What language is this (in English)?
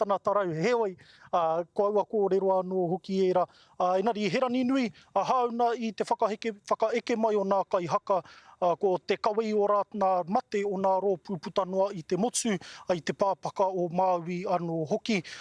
Māori